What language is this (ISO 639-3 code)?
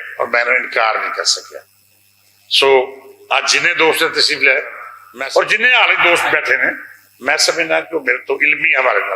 lah